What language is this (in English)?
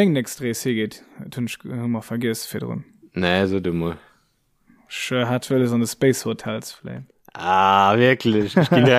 Luxembourgish